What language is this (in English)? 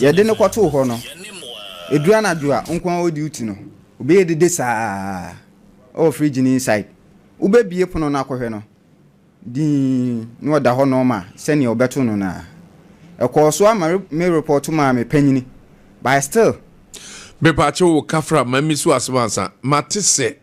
Akan